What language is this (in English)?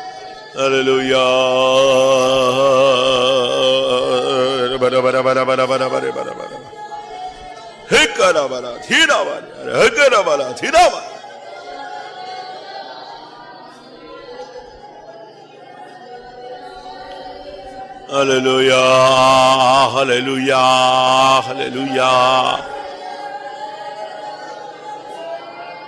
Tamil